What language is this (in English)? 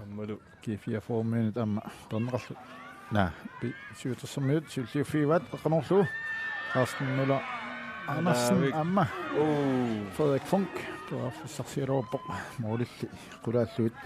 Kalaallisut